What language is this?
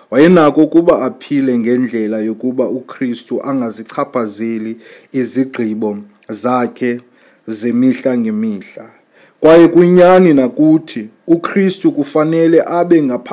Xhosa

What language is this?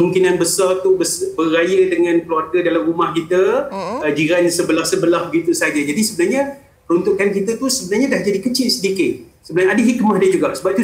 Malay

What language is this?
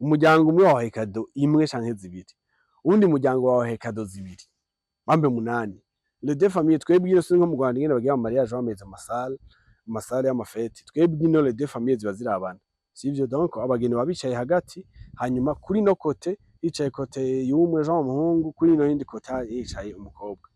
Rundi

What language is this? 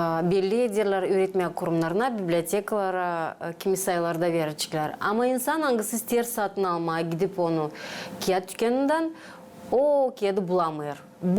Gagauz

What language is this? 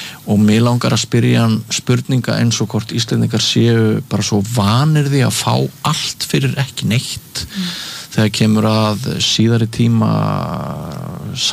Icelandic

